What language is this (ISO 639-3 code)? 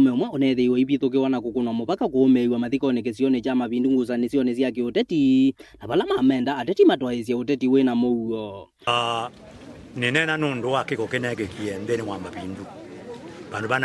kam